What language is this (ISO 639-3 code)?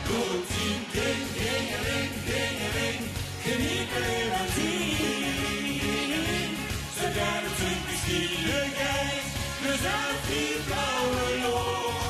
lim